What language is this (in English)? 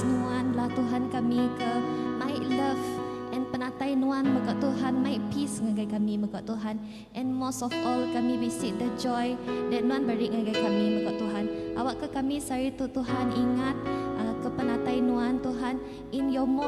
Iban